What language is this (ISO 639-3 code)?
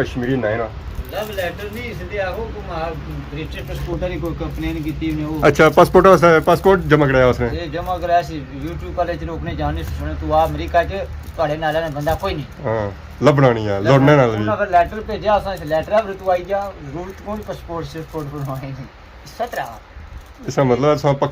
phr